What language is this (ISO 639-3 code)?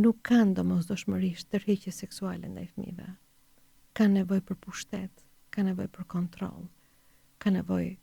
sqi